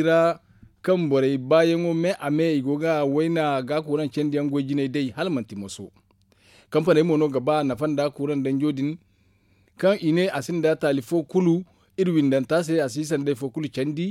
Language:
Zarma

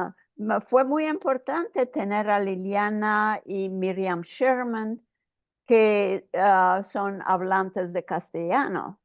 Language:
Ladino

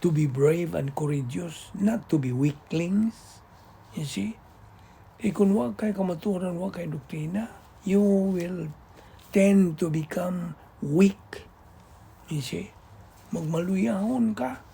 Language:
Cebuano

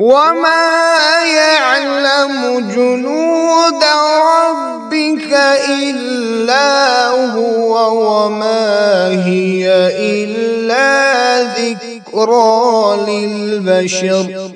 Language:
Kashmiri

